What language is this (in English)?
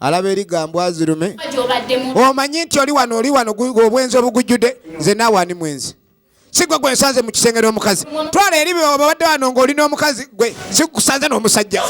Ganda